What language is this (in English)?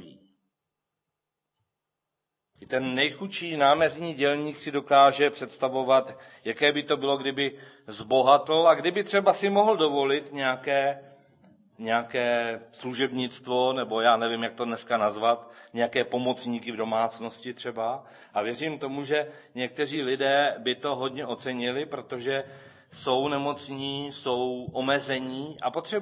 Czech